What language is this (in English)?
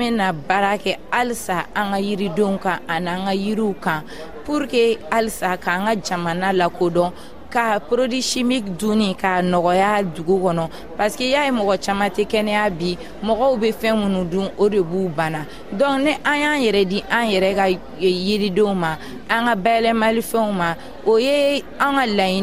Bambara